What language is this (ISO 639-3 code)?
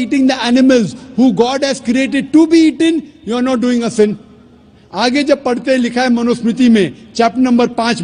urd